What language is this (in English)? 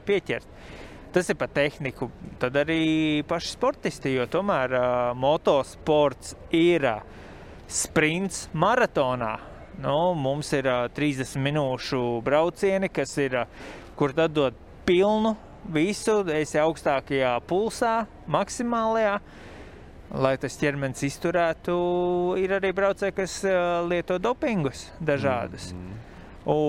Latvian